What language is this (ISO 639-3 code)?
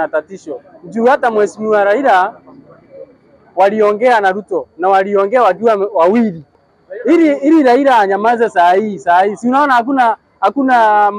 swa